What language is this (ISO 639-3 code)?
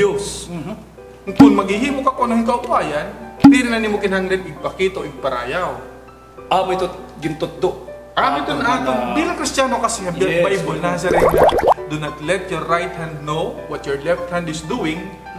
war